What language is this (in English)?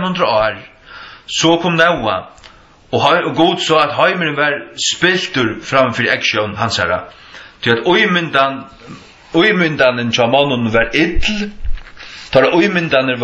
Faroese